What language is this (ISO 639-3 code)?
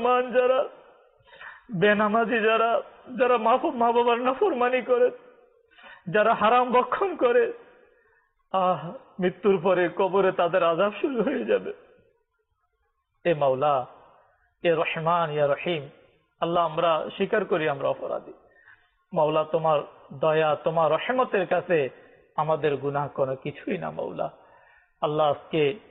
ben